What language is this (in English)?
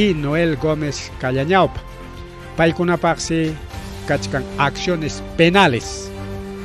Ayacucho Quechua